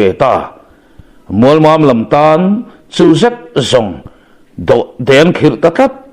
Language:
Mizo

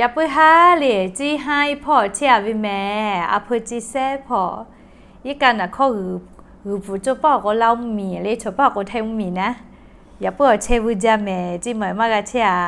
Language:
Lahu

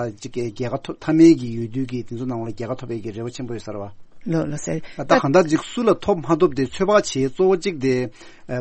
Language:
Tibetan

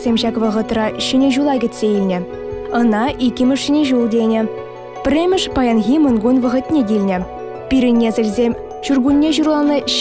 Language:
Chuvash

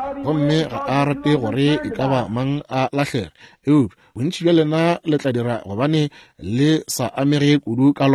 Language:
Northern Sotho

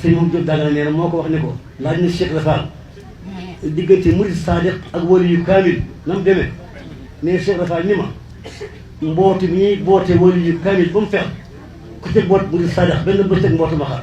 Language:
Wolof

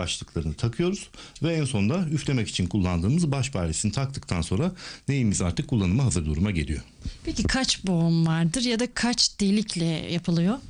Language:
Turkish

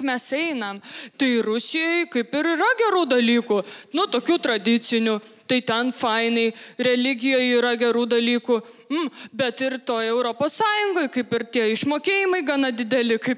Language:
Lithuanian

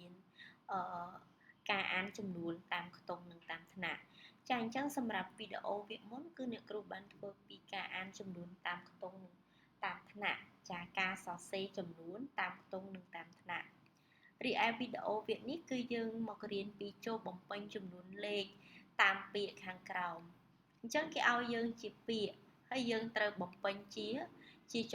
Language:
Khmer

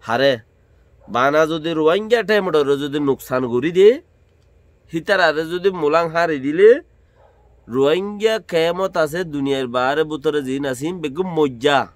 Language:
Rohingya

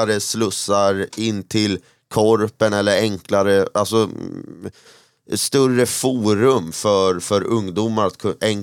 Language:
Swedish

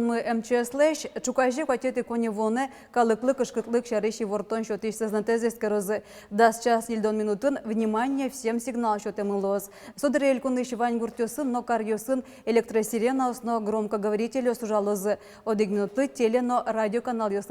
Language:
Udmurt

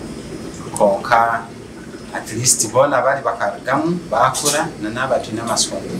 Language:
Nyankole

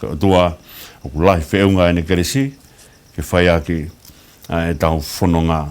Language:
Tongan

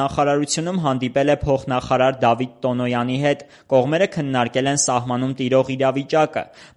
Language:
Armenian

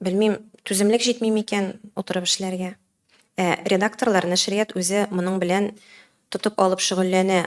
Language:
Tatar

